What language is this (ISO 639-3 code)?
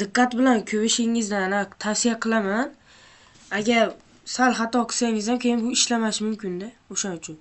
uzb